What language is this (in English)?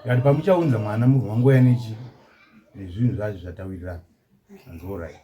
Shona